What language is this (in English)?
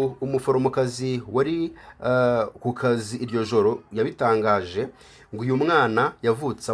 Kinyarwanda